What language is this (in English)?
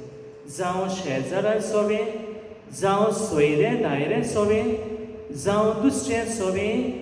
Konkani